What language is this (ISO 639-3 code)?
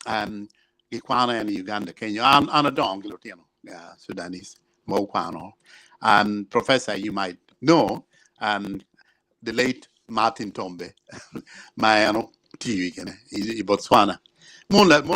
ach